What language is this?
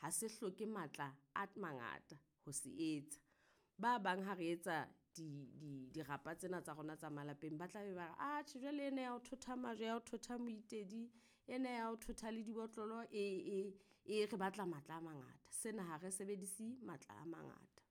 Southern Sotho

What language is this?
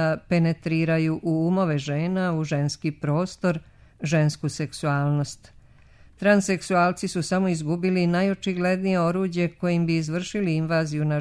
Serbian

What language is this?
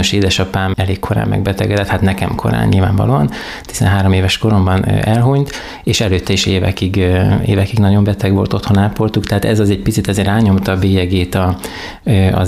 Hungarian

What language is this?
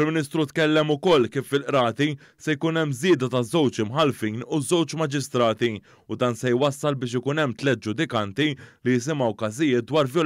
Maltese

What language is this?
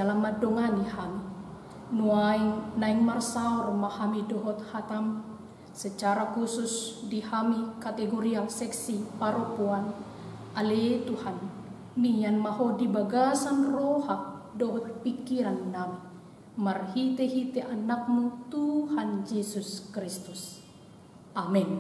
Batak Toba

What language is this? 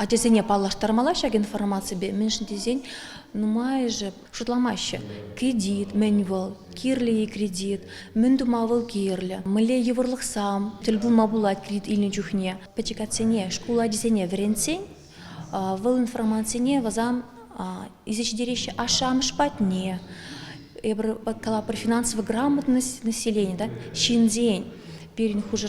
Chuvash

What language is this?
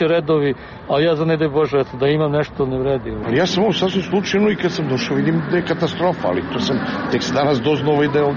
Serbian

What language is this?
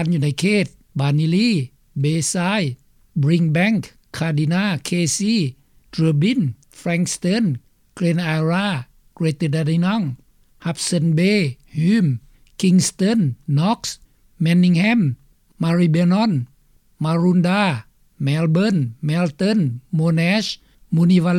Lao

